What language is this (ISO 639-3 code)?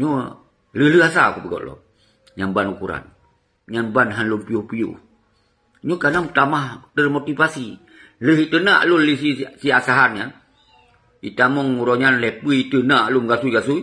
ace